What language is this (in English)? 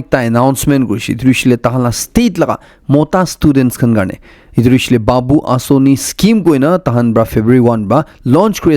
Naga Pidgin